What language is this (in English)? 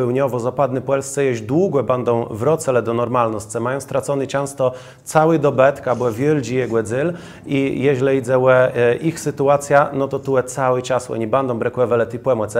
Kashubian